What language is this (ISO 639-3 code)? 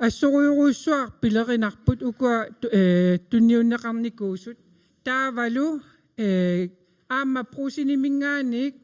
kal